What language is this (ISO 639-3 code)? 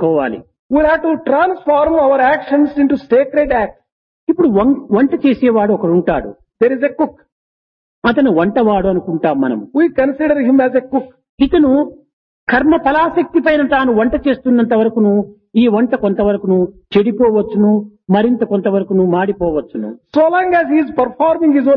tel